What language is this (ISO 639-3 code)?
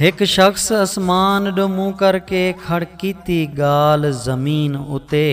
skr